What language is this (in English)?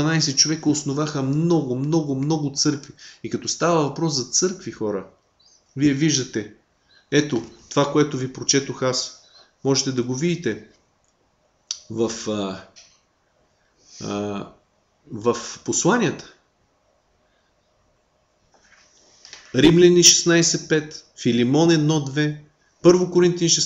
Bulgarian